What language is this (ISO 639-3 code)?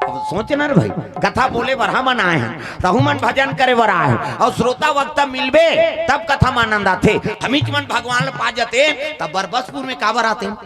hne